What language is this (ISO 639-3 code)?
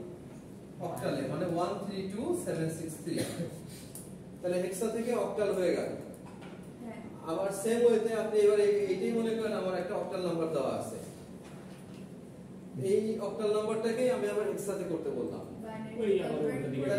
ben